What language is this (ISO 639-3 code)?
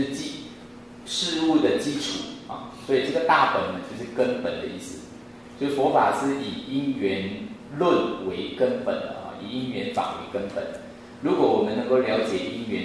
zho